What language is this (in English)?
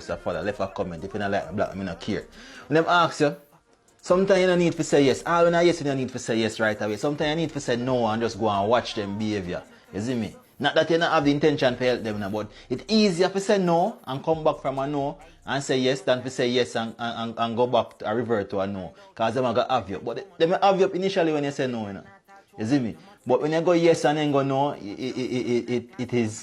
Jamaican Creole English